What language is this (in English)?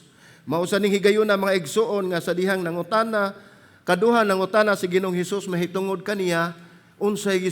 Cebuano